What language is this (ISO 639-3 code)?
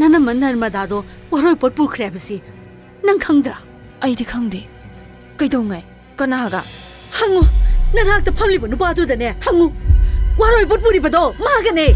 mni